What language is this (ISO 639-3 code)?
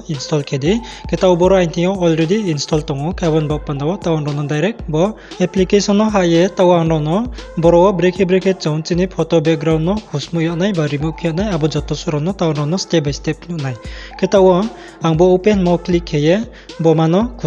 ria